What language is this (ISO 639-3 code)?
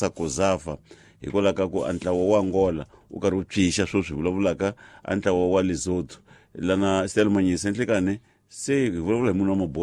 tso